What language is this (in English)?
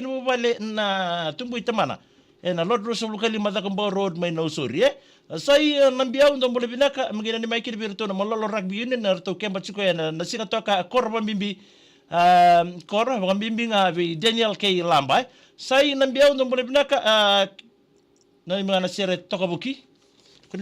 Fijian